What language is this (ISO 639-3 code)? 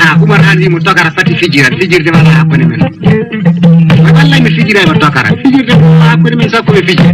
ful